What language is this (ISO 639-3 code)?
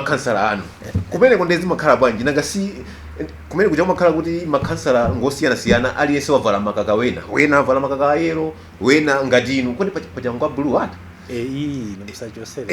nya